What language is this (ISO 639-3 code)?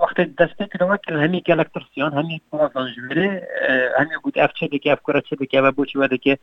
kur